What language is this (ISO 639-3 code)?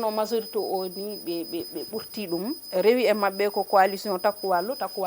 ful